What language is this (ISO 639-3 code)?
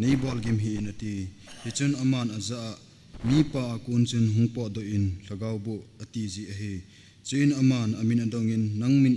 tcz